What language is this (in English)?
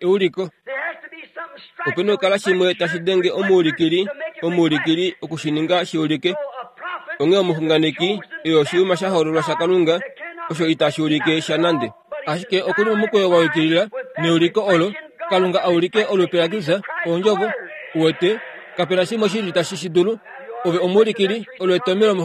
Kuanyama